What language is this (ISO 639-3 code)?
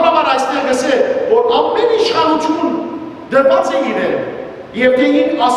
hyw